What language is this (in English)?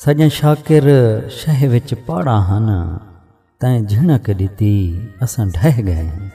Saraiki